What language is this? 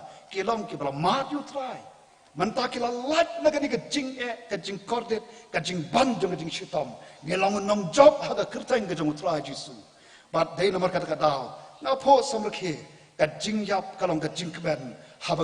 Khasi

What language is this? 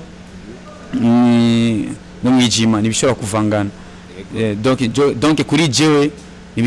Rundi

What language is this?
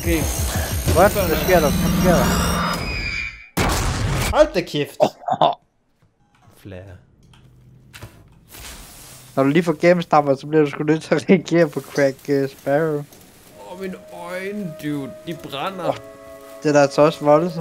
Danish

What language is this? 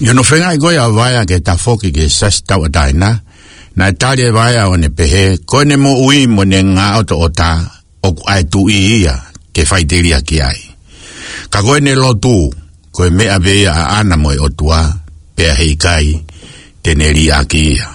Tongan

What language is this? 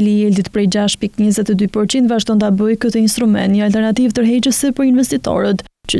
Albanian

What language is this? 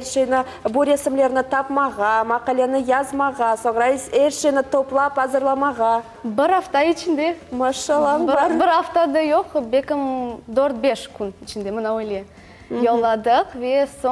Crimean Tatar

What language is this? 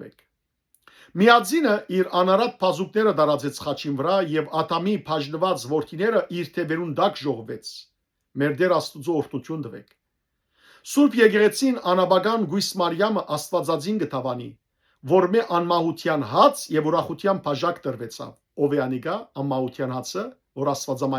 Western Armenian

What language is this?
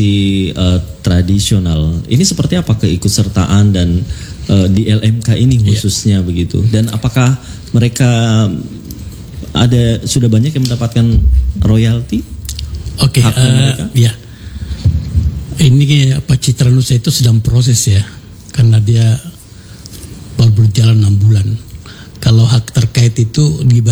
Indonesian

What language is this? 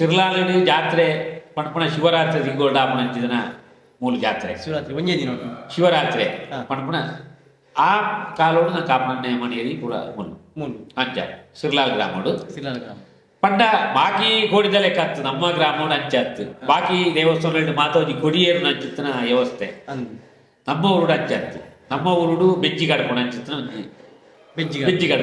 Tulu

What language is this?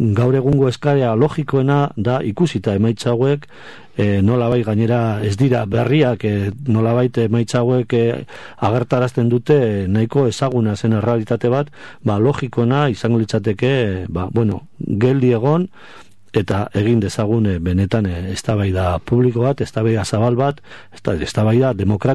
Basque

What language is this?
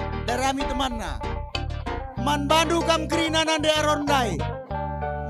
Batak Karo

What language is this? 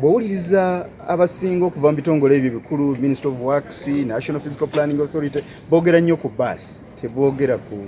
Ganda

